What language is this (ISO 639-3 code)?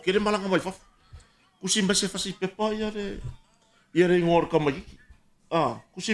smo